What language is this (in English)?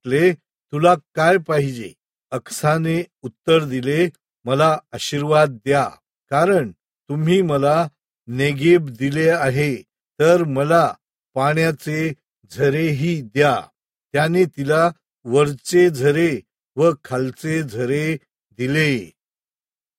Marathi